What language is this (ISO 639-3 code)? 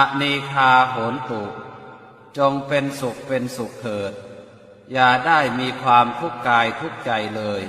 pli